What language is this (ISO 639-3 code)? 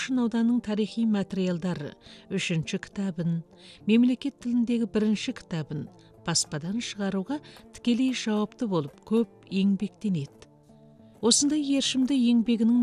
kaz